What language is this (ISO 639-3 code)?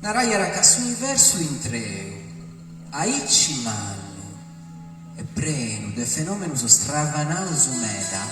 srd